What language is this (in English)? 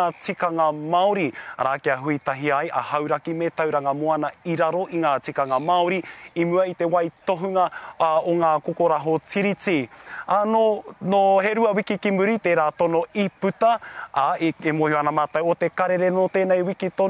Māori